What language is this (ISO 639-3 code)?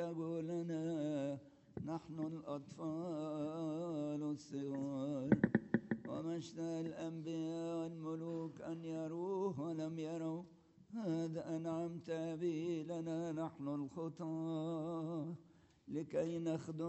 ara